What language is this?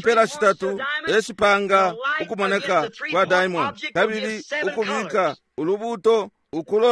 Bemba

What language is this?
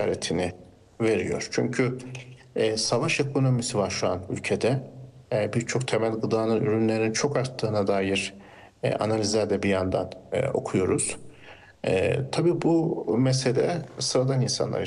Turkish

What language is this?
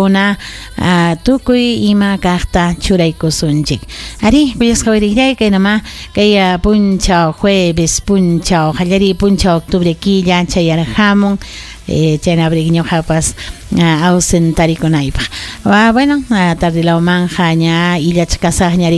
Ayacucho Quechua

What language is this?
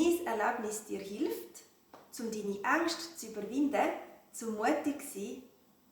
Swiss German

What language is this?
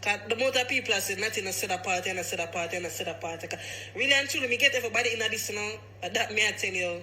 Jamaican Creole English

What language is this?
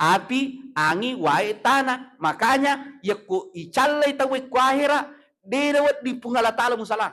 Buginese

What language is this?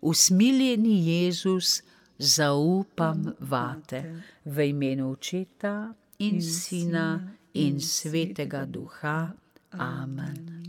Slovenian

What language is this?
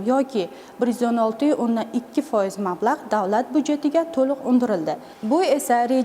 Uzbek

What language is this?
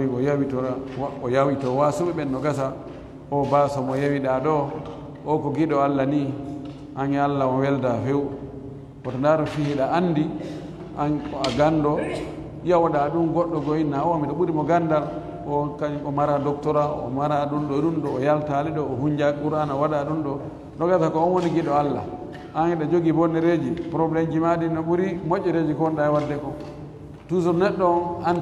Fula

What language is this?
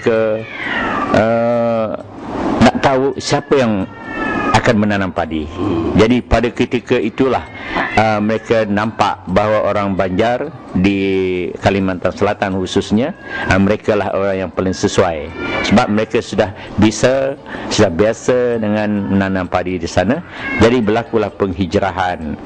Banjar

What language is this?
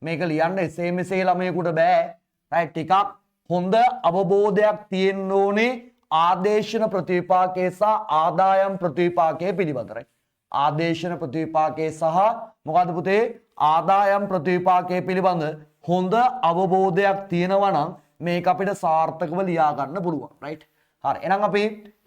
Sinhala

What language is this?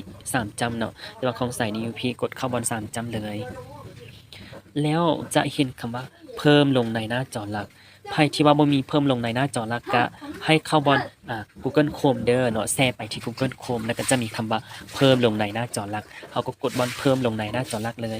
Lao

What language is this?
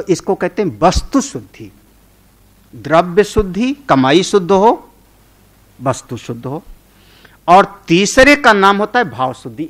Hindi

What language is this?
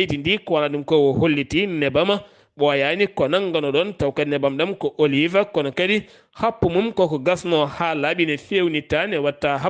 Fula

